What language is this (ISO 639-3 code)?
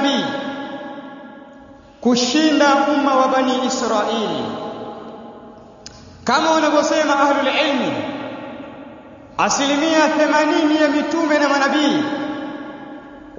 swa